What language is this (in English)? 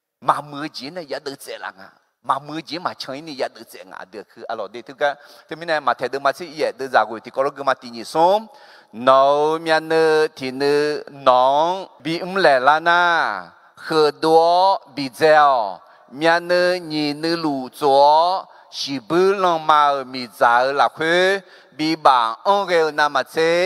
Akha